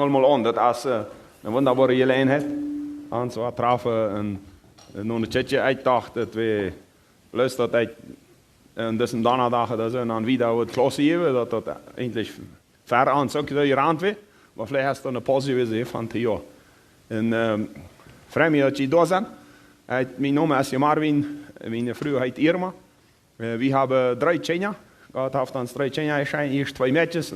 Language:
Plautdietsch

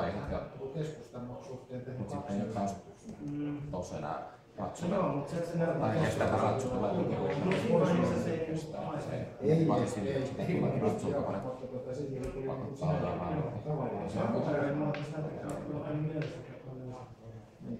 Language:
Finnish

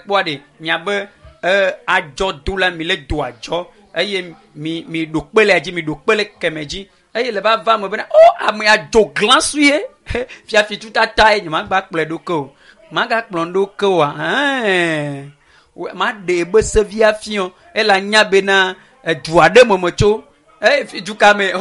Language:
Ewe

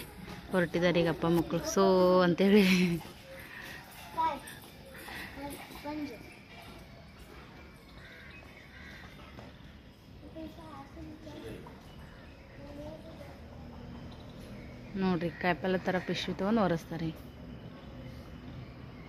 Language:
Kannada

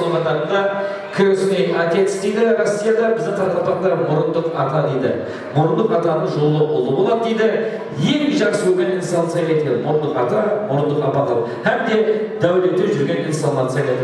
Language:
Kara-Kalpak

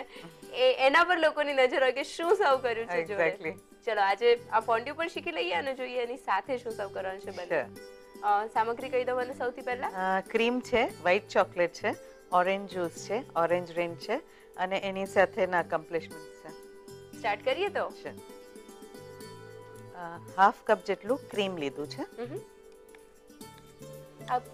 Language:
Gujarati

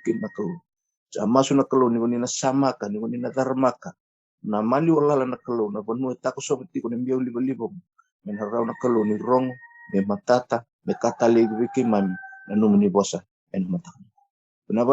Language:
Fijian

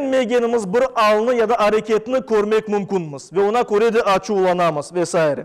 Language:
Crimean Tatar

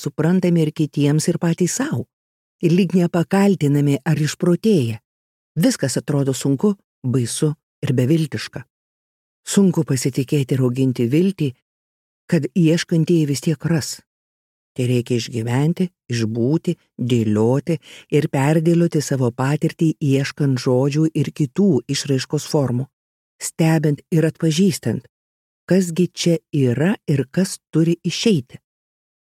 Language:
Lithuanian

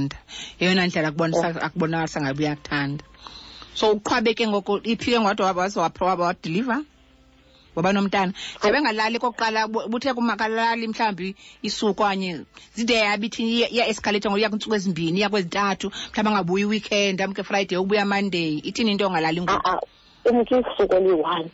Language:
Xhosa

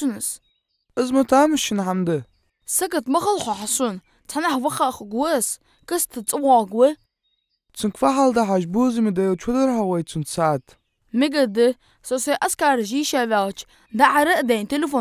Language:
Ingush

